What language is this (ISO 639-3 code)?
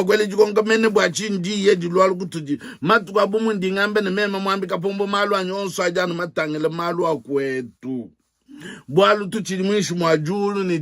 lua